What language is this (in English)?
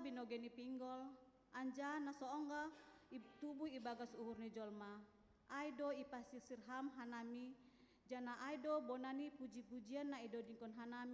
Batak Simalungun